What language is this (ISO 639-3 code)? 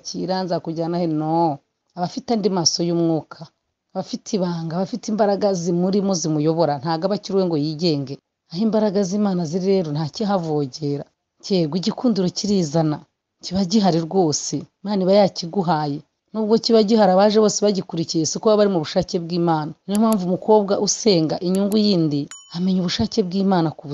kin